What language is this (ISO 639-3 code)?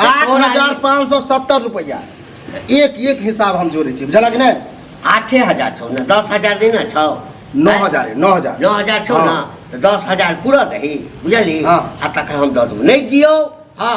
mai